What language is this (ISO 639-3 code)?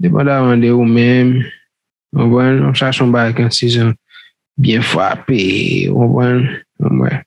hat